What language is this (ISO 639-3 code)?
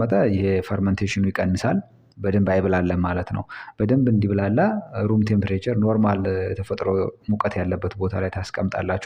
amh